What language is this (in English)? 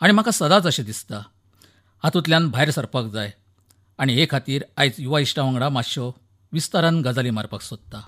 Konkani